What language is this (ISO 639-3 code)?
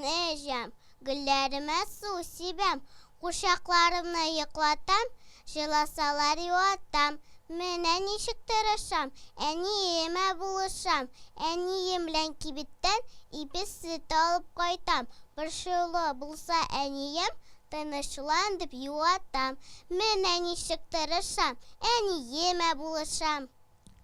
tat